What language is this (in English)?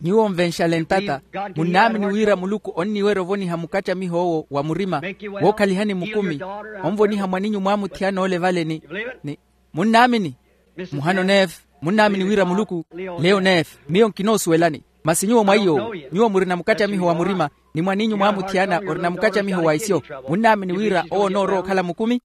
Makhuwa